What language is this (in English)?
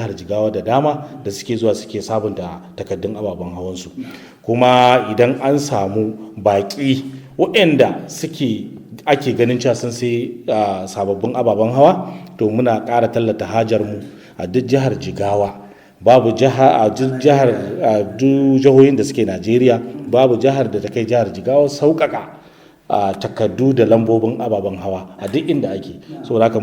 Hausa